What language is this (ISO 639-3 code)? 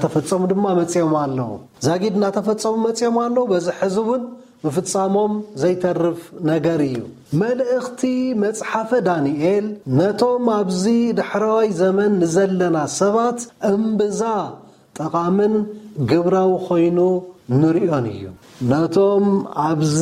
tir